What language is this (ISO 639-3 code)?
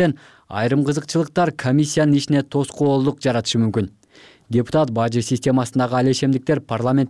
kir